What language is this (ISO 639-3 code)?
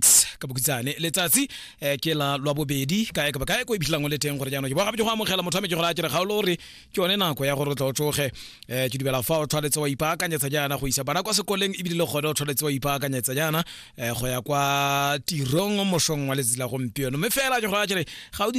tsn